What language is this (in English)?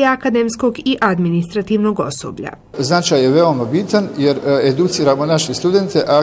Bosnian